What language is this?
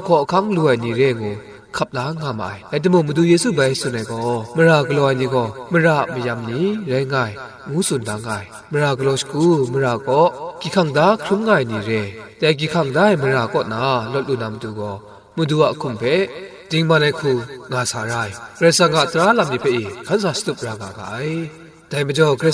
Kachin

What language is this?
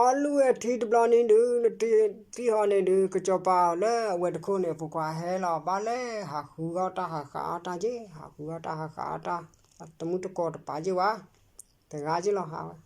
S'gaw Karen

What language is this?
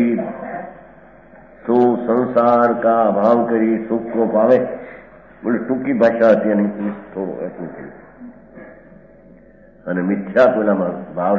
Gujarati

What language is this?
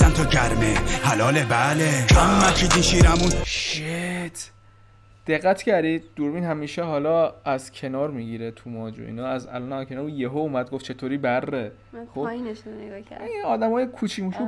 Persian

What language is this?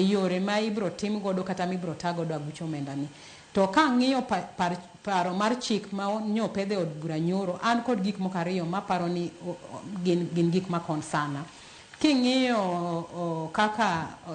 Luo (Kenya and Tanzania)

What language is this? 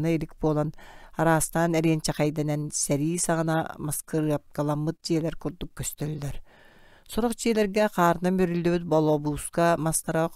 Yakut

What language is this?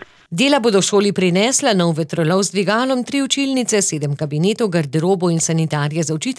Slovenian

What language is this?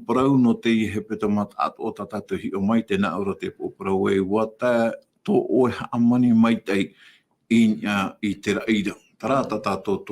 Tahitian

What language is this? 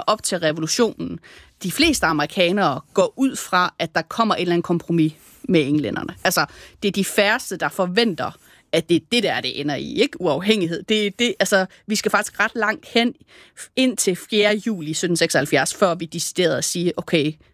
Danish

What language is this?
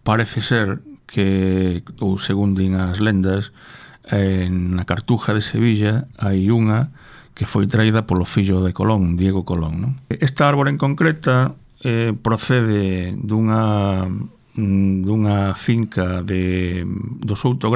Galician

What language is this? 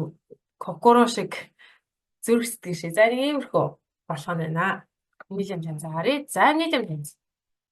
Mongolian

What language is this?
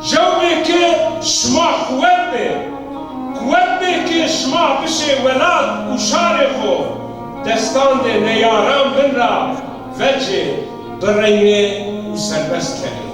Zaza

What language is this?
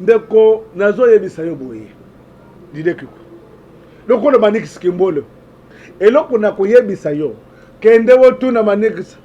Lingala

